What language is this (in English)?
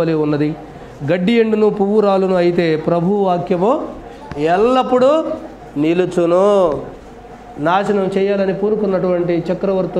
Telugu